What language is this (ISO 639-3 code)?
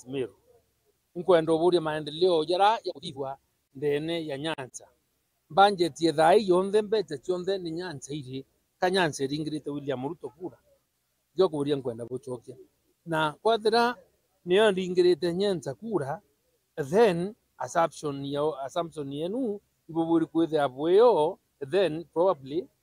mer